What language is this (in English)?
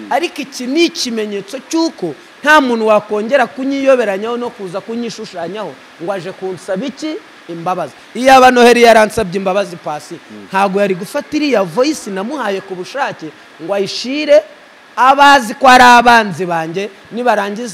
Kinyarwanda